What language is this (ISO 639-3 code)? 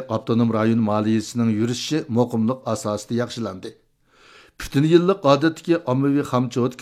uig